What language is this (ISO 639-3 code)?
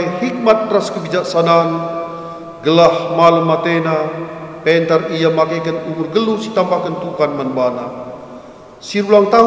btx